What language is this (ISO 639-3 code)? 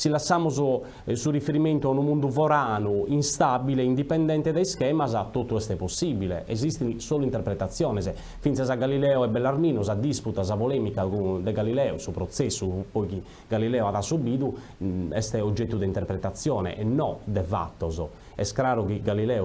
srd